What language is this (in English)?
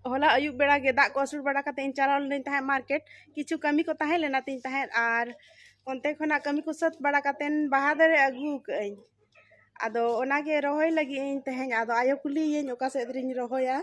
Santali